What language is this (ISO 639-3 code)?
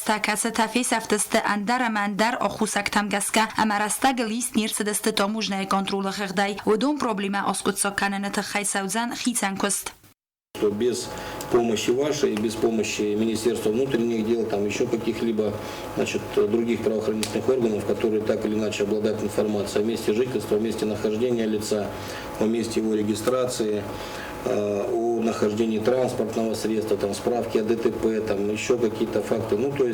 oss